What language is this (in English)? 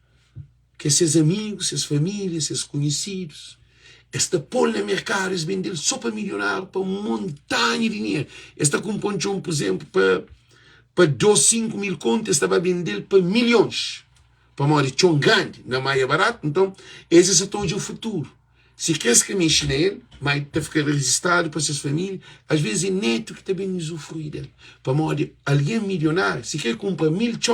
Kabuverdianu